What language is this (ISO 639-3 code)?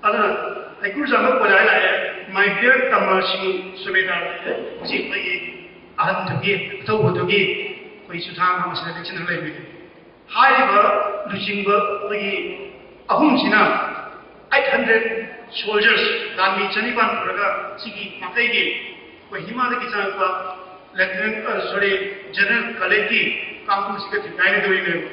mni